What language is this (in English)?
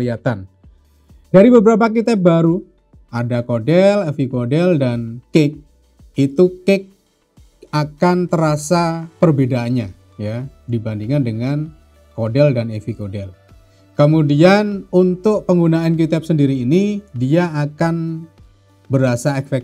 Indonesian